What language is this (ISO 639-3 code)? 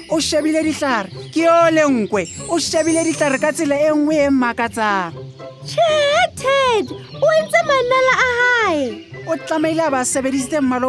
sot